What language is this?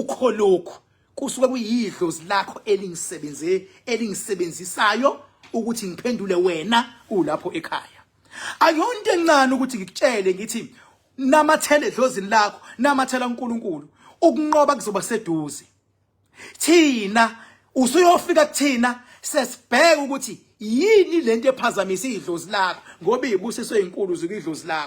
Zulu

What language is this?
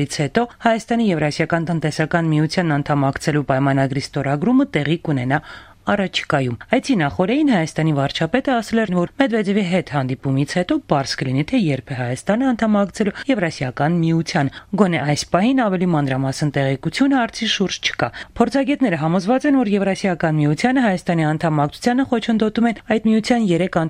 Armenian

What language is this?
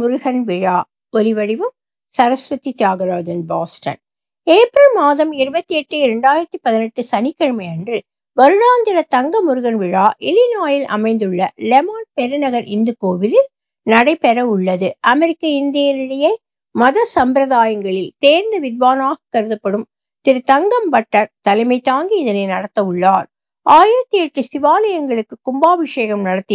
Tamil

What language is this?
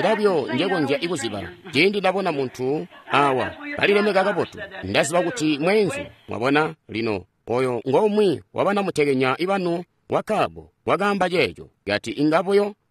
Tonga (Zambia)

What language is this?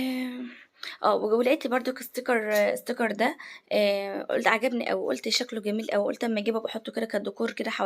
Egyptian Arabic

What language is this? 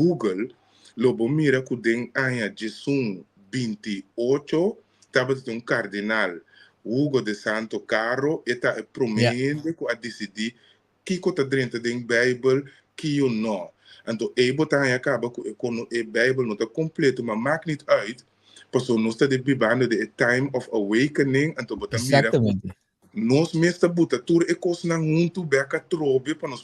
Papiamento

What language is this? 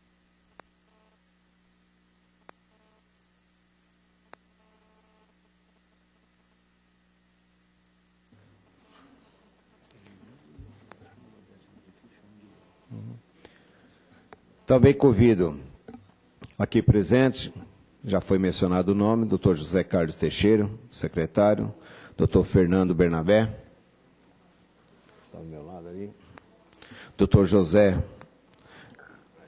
Portuguese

